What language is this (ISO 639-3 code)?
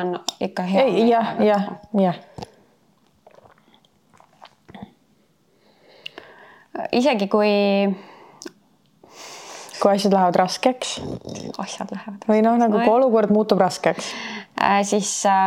est